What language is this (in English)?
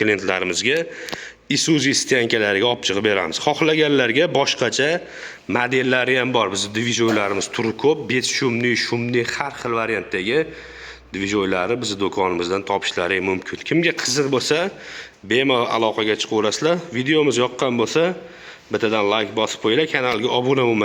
Uzbek